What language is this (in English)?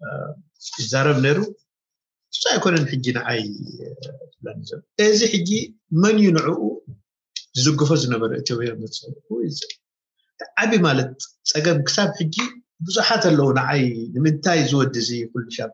Tigrinya